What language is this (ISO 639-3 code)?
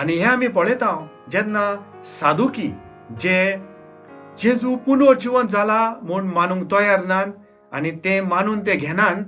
kok